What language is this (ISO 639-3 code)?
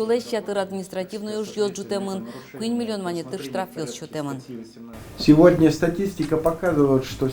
udm